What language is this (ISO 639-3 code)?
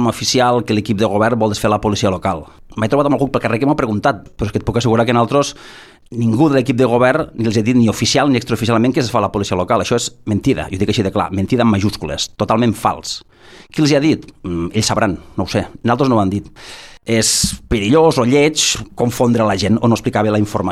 cat